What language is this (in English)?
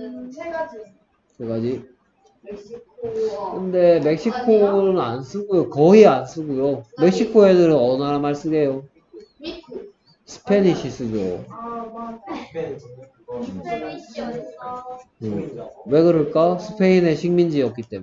Korean